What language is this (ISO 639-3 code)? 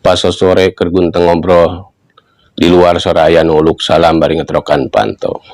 sun